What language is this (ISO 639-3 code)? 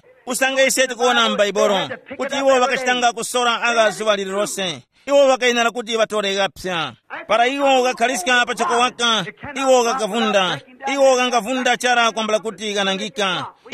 tum